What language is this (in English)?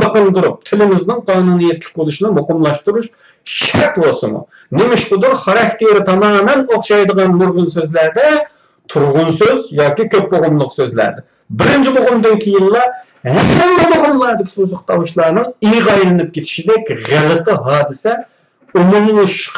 Uyghur